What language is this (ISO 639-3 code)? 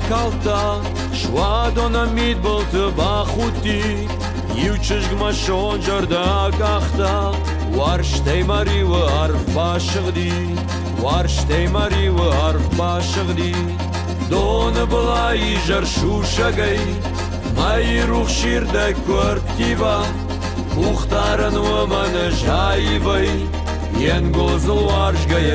oss